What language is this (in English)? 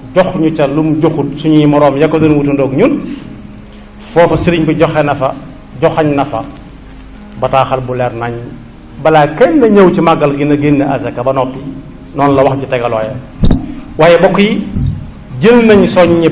Wolof